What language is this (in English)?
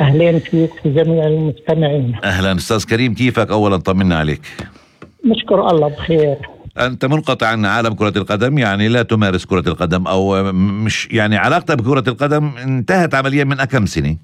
North Levantine Arabic